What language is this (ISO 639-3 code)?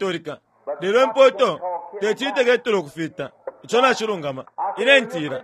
bem